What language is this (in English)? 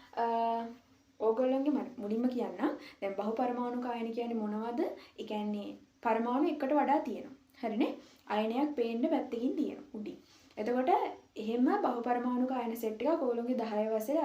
Sinhala